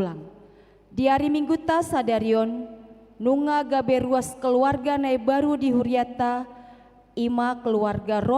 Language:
Batak Toba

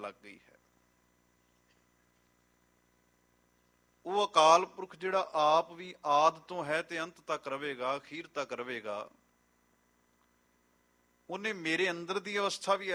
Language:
Punjabi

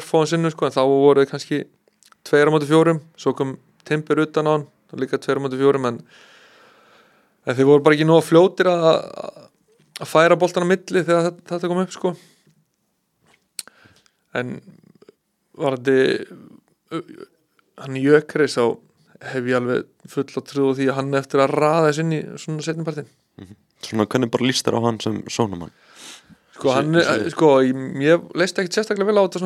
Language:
Icelandic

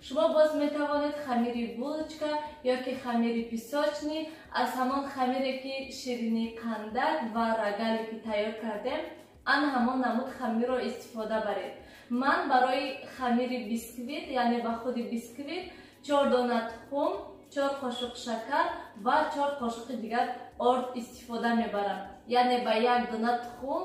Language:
Tajik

